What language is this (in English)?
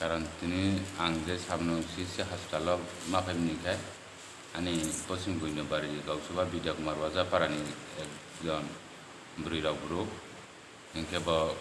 Kok Borok